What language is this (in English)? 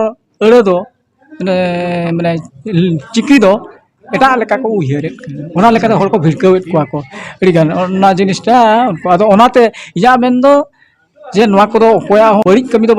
Santali